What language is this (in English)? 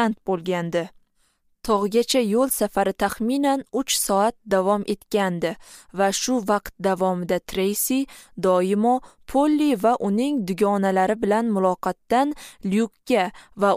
Uzbek